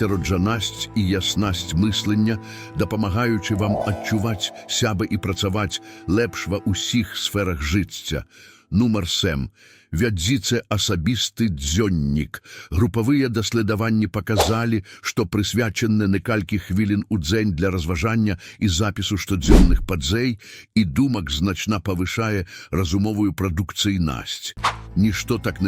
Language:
Belarusian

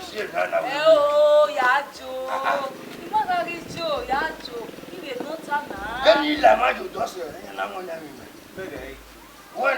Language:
Bini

